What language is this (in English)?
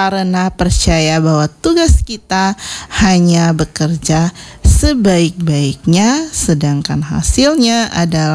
Indonesian